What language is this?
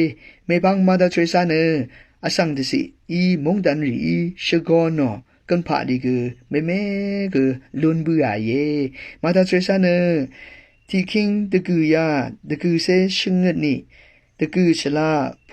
Rawang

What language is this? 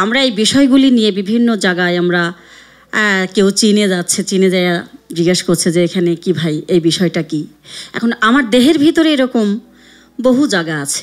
Bangla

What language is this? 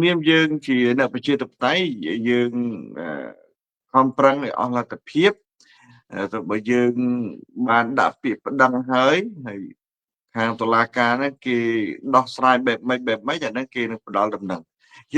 Khmer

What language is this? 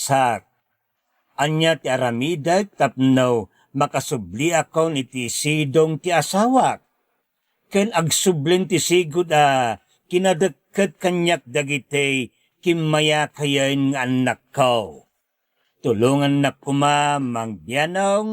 Iloko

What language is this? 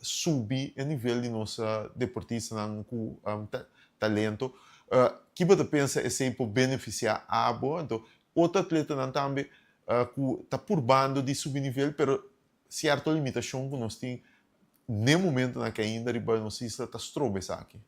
Papiamento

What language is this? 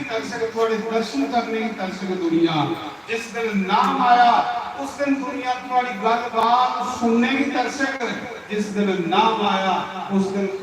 Dogri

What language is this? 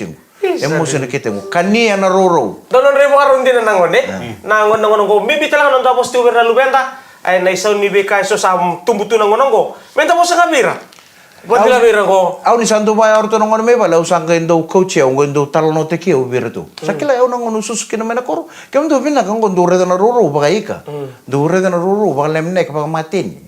Fijian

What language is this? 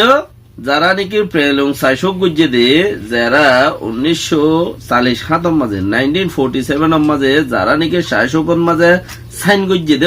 Rohingya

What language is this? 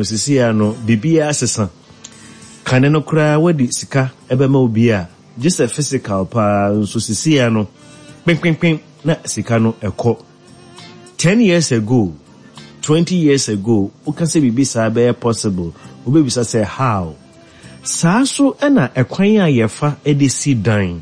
Akan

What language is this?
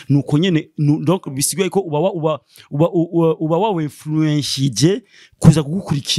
Rundi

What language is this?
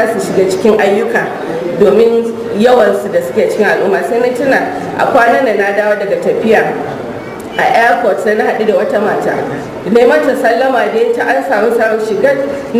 Hausa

